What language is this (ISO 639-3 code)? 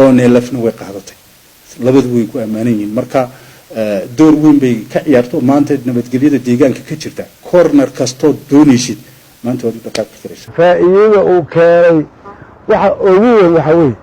som